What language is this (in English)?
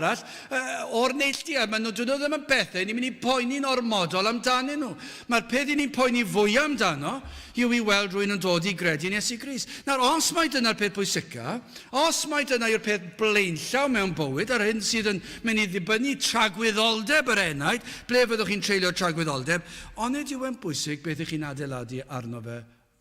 Welsh